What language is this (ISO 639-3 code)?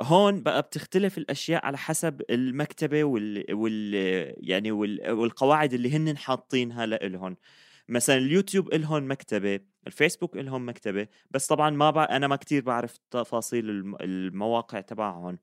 apc